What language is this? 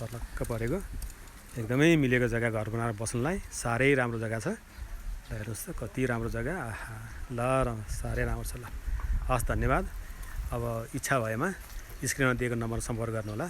Nepali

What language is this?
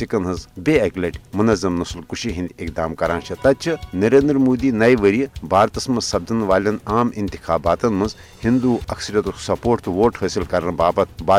Kashmiri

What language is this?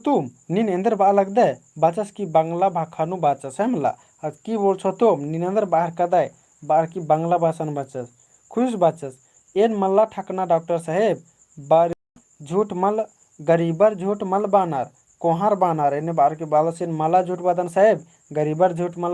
Kurukh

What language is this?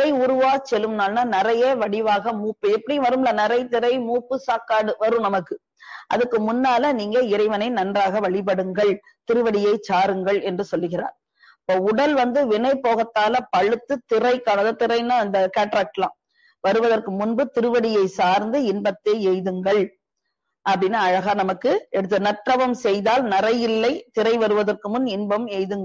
Tamil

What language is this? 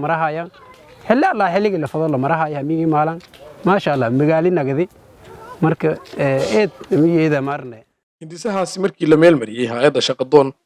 Somali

